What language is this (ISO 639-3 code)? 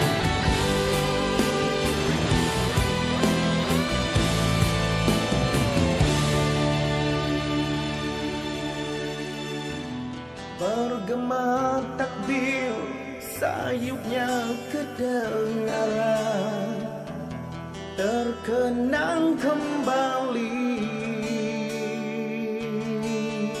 msa